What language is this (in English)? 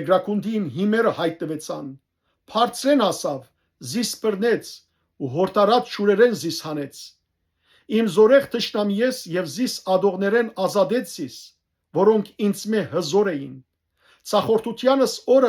Western Armenian